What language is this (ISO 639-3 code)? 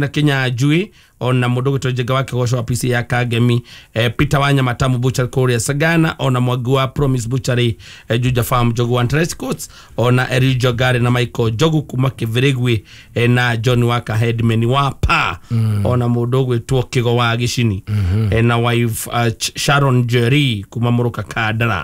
kik